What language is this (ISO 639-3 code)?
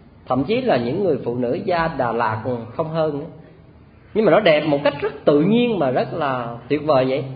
vie